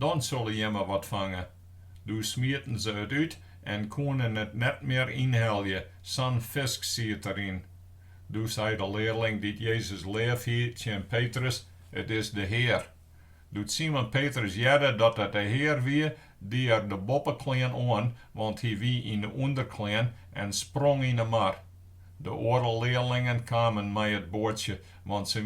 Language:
Western Frisian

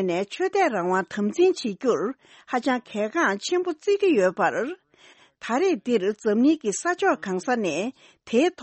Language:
Tibetan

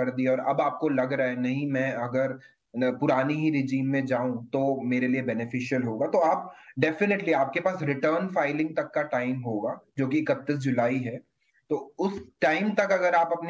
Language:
Hindi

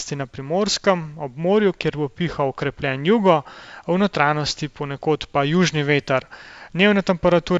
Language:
Slovenian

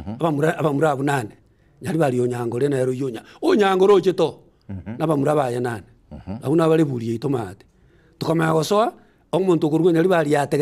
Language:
Gusii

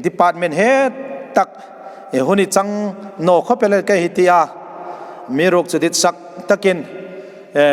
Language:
Hmar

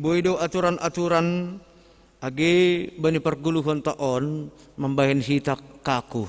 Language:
Batak Simalungun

